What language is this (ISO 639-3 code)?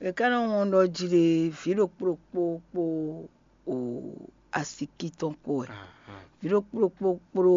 fon